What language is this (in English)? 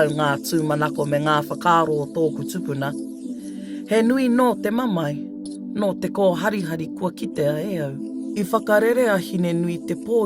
Māori